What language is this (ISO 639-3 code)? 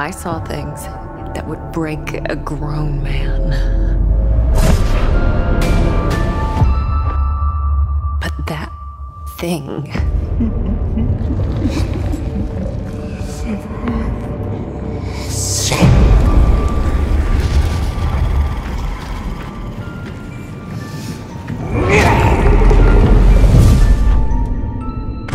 nld